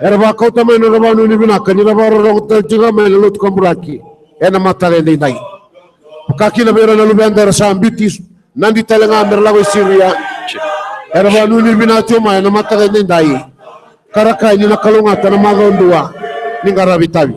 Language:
Fijian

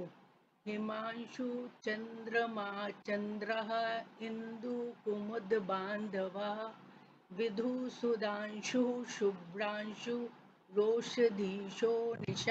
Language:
Sanskrit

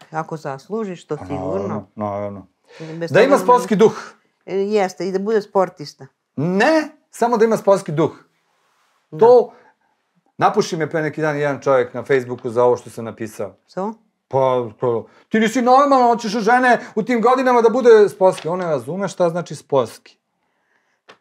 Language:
Serbian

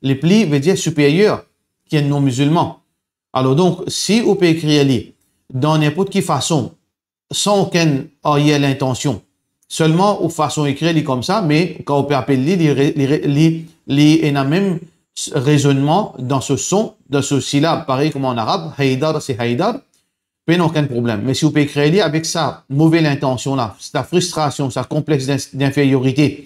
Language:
Morisyen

